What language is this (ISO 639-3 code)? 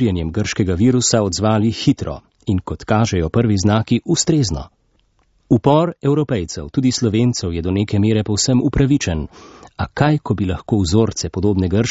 slv